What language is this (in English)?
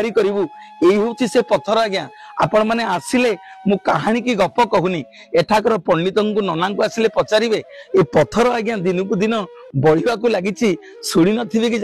Odia